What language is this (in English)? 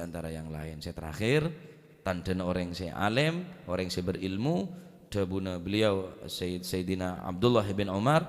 Madurese